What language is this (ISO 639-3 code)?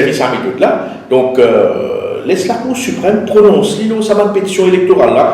mfe